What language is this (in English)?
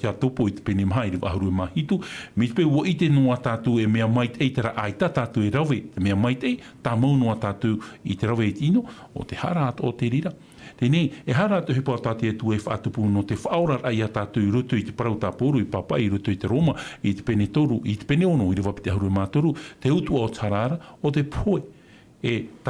Tahitian